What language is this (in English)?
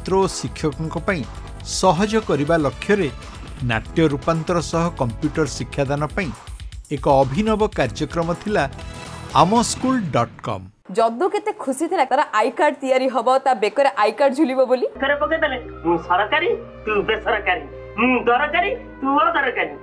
Odia